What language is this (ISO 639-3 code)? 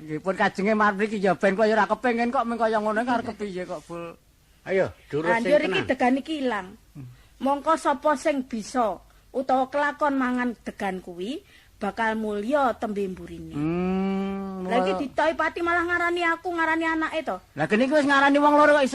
jav